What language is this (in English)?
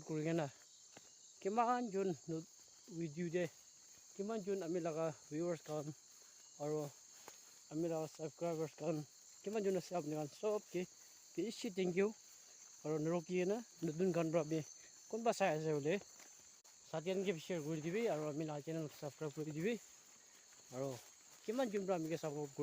Naga Pidgin